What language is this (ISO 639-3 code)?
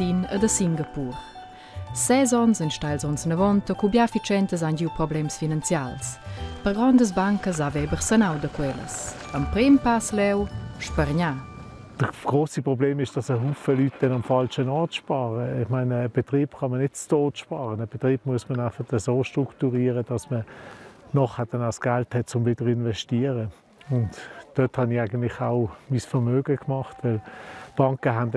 roh